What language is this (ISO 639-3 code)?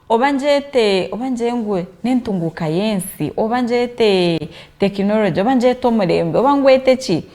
nyn